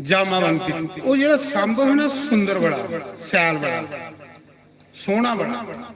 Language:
Dogri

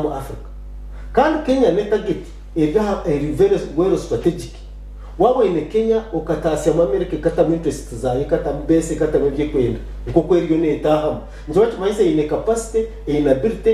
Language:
Nyankole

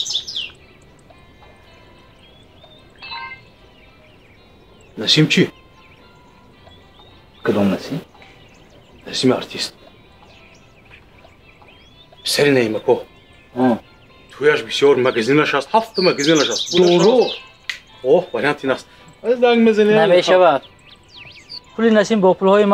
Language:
Persian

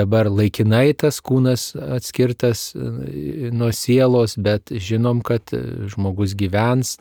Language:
Lithuanian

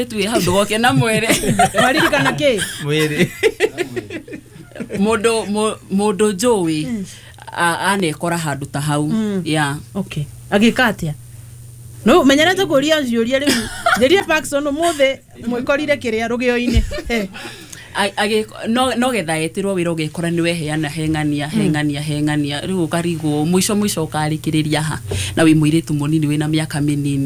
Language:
Kikuyu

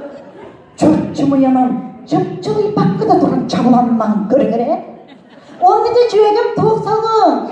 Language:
Yakut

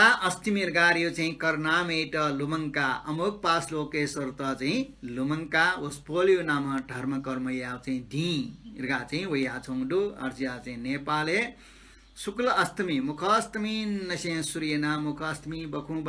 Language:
Newari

